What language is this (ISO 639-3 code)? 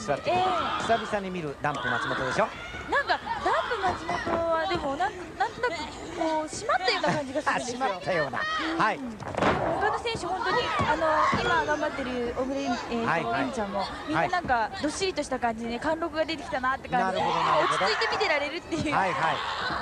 jpn